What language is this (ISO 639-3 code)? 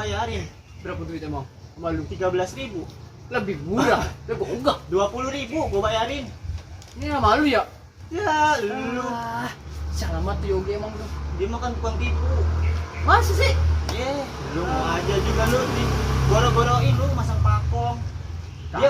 bew